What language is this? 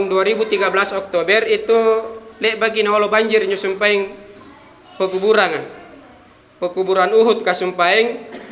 Makasar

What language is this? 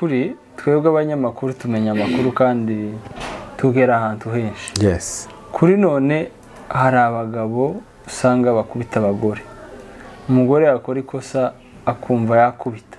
Kinyarwanda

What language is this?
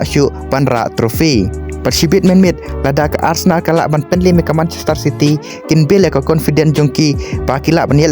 Khasi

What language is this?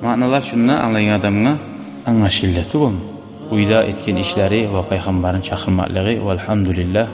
Kumyk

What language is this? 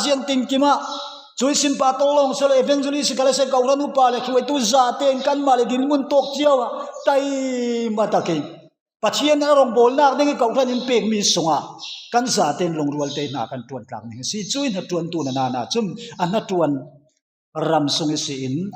Falam Chin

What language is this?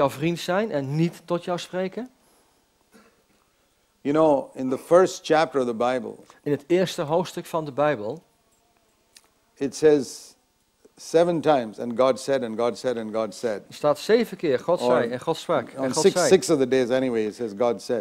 Dutch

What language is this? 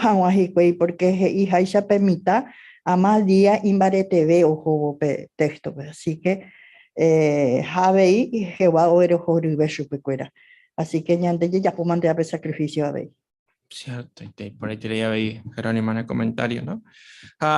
Guarani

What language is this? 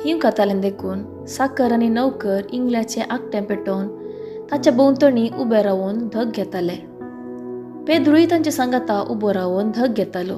Konkani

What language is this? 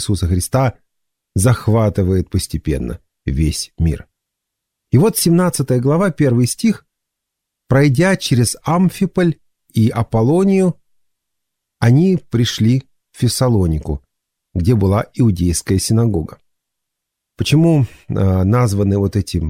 Russian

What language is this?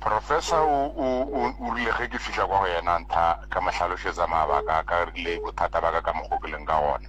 Northern Sotho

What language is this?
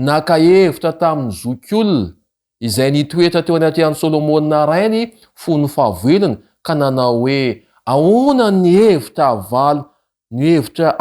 Malagasy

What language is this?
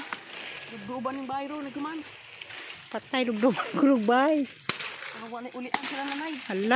Cebuano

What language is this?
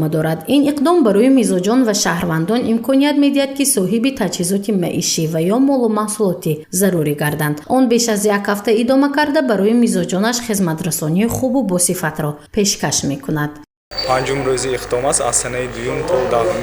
Tajik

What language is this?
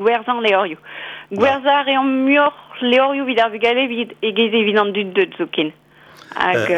Breton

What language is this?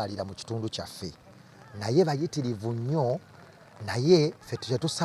Ganda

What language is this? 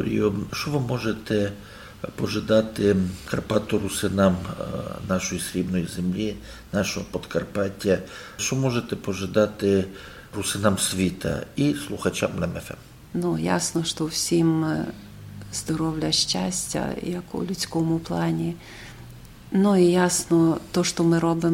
Rusyn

